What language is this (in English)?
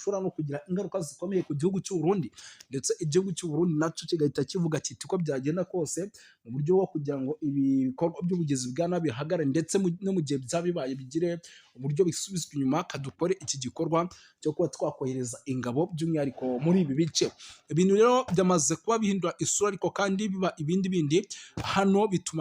Kinyarwanda